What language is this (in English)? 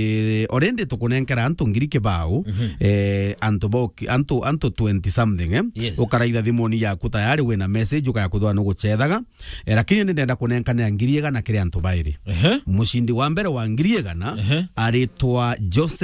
Meru